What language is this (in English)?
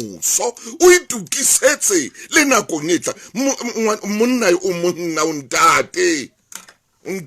Southern Sotho